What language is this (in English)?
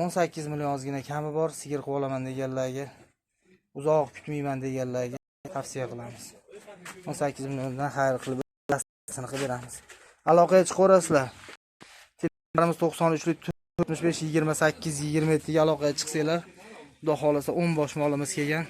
Uzbek